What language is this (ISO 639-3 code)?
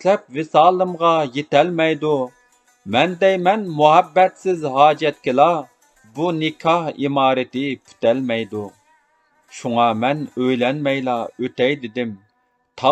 uig